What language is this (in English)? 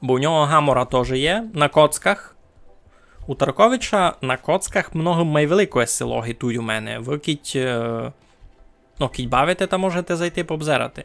Rusyn